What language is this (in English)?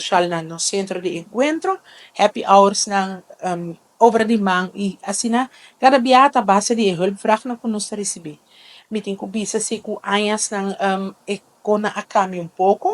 Papiamento